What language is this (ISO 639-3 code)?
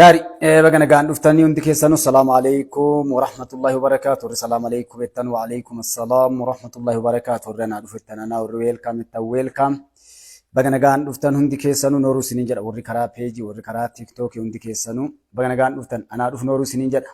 orm